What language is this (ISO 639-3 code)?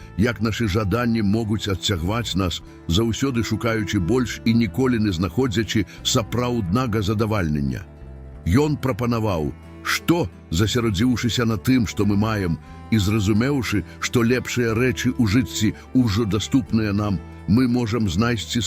bel